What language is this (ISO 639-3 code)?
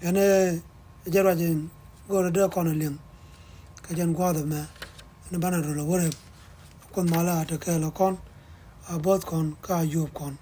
nus